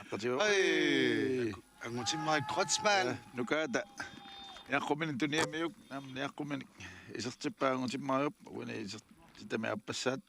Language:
Kalaallisut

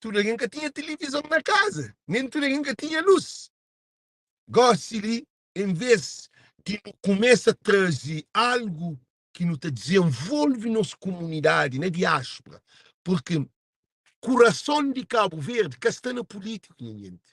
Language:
Kabuverdianu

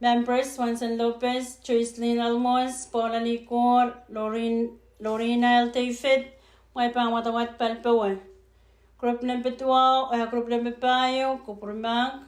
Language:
Pohnpeian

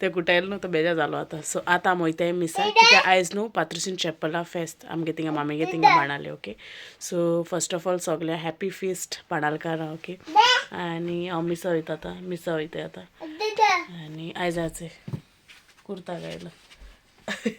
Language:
Konkani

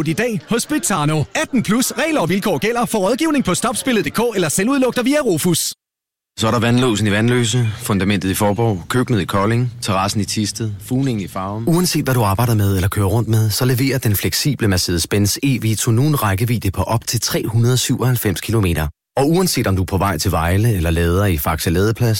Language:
Danish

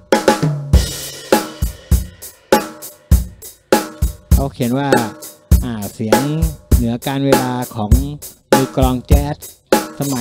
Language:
Thai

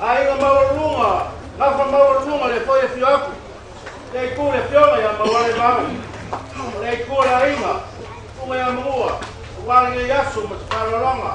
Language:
Samoan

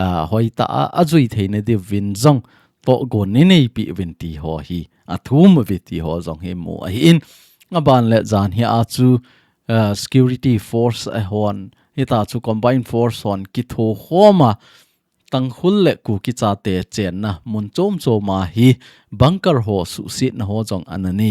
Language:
Thado Chin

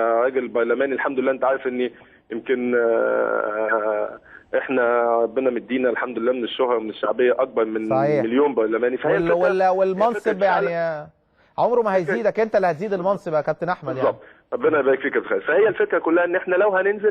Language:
Egyptian Arabic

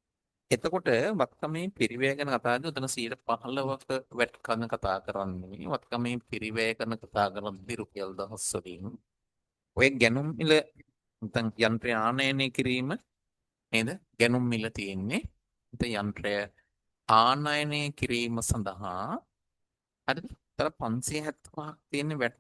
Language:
Sinhala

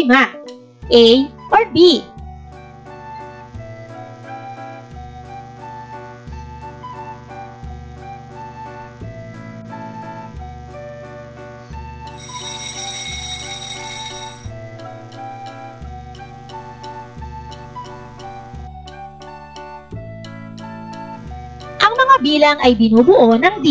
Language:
Filipino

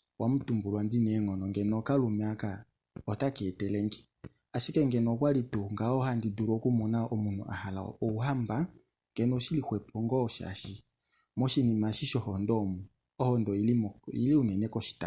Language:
Kuanyama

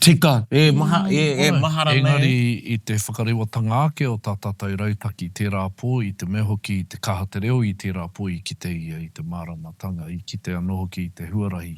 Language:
Māori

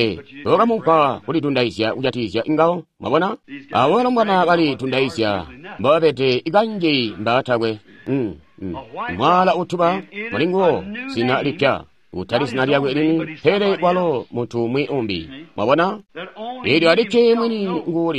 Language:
Tonga (Zambia)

